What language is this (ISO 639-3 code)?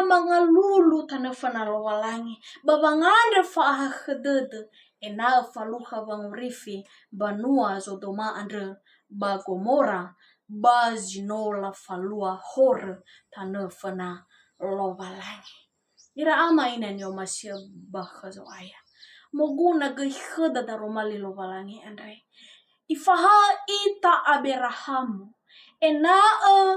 nia